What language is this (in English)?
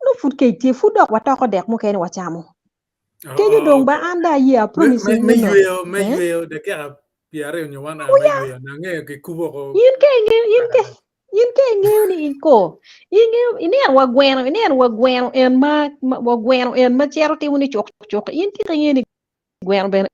Acoli